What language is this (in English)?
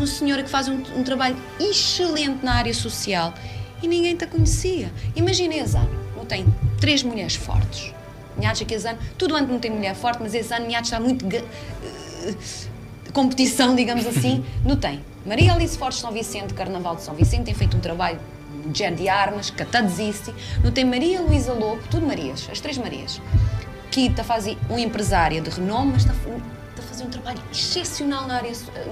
Kabuverdianu